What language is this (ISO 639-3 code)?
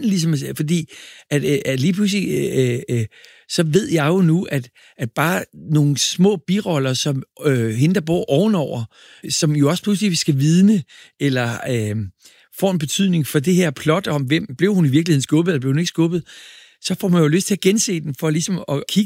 dan